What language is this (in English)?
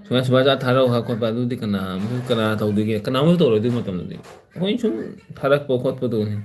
Manipuri